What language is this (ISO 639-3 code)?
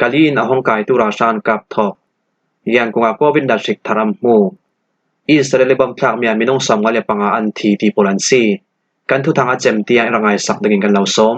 cfm